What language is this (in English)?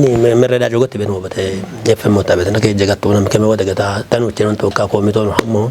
Kafa